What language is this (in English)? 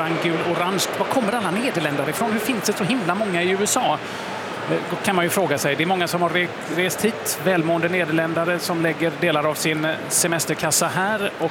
Swedish